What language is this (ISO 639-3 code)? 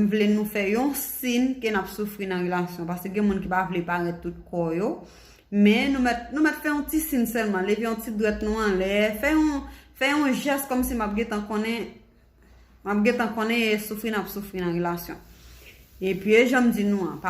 hat